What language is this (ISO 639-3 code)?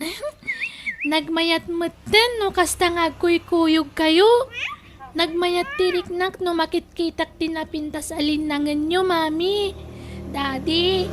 ilo